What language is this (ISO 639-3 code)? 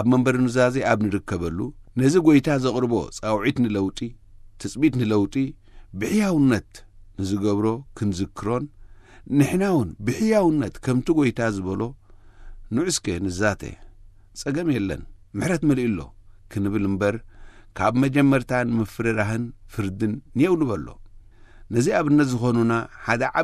tir